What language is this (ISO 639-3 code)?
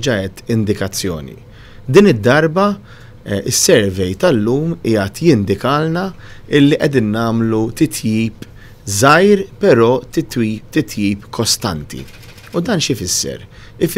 mlt